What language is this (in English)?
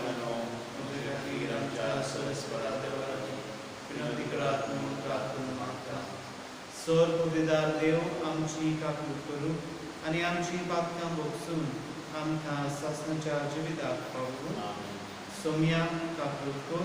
Konkani